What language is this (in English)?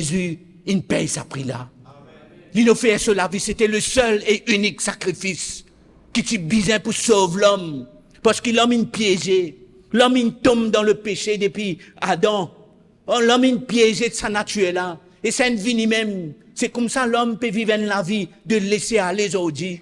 Morisyen